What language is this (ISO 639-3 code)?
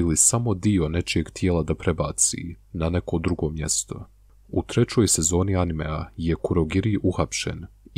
bos